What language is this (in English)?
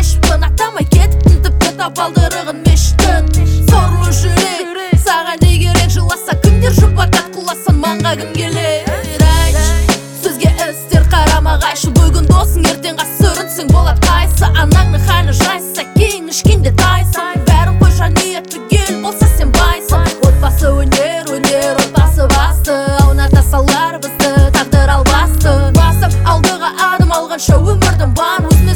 Kazakh